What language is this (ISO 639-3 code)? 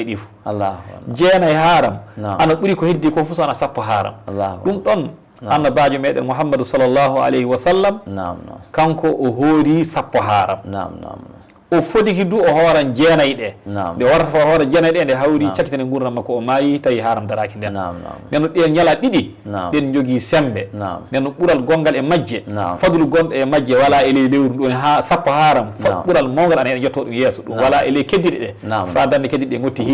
ful